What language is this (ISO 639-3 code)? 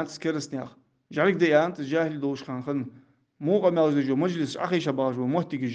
inh